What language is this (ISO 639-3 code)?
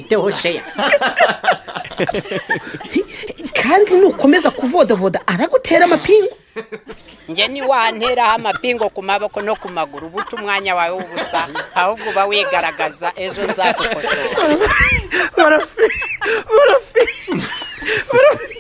kin